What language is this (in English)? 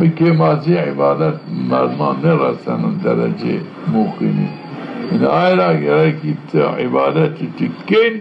Zaza